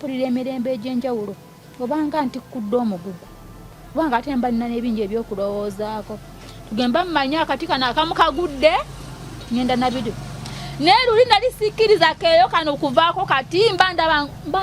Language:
Ganda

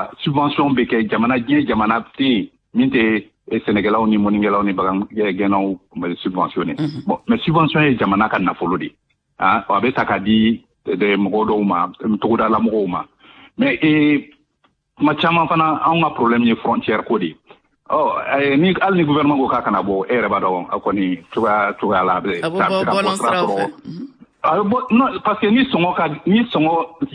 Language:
Bambara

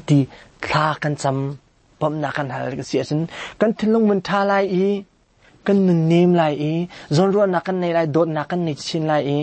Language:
Hakha Chin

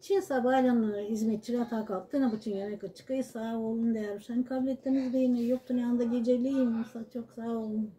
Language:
Gagauz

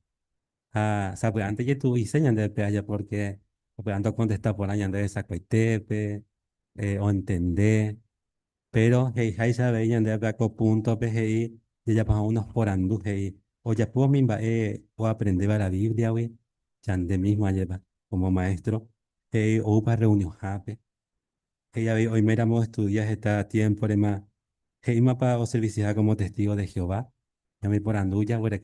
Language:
Guarani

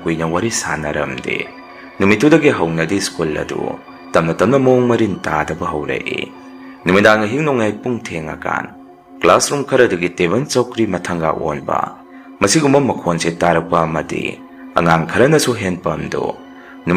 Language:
Manipuri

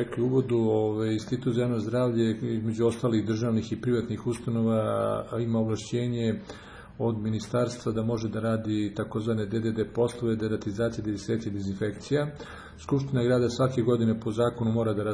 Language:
Serbian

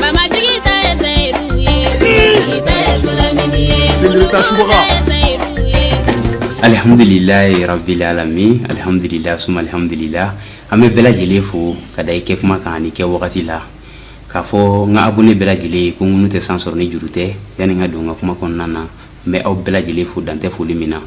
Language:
Bambara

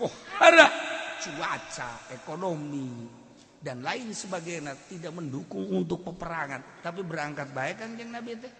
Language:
Sundanese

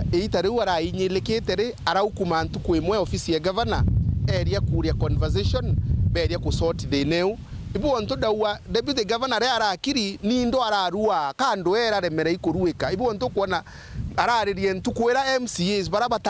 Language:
Meru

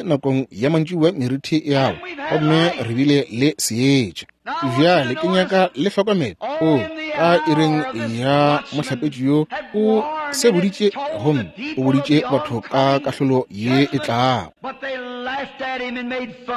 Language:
Northern Sotho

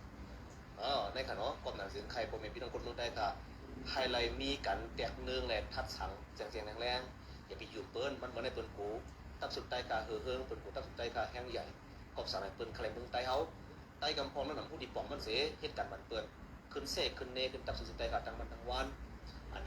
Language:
Shan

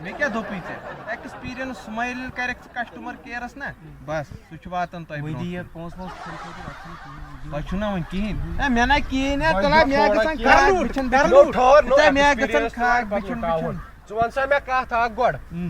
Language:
Kashmiri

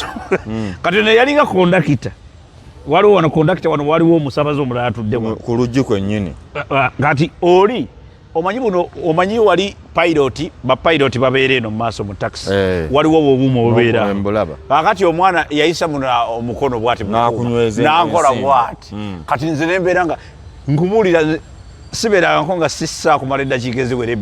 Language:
Ganda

